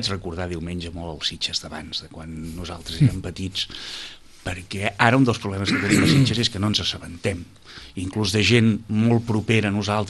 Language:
Catalan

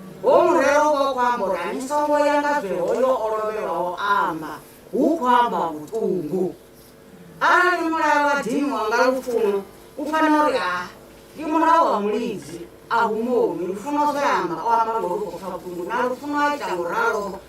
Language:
Venda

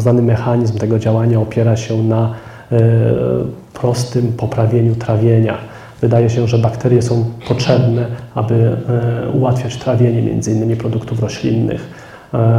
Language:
Polish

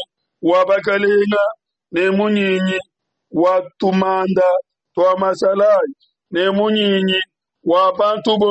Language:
Luba-Lulua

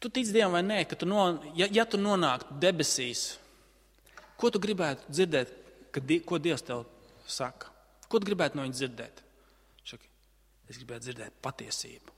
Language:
Latvian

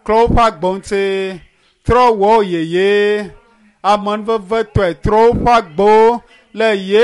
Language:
Ewe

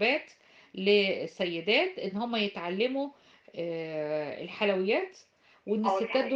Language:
Egyptian Arabic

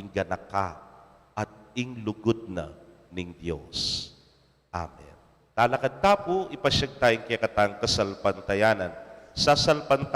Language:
Pampanga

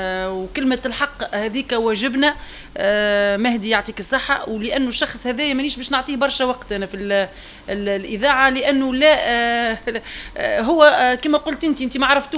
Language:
Tunisian Arabic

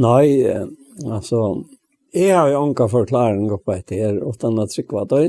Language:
Faroese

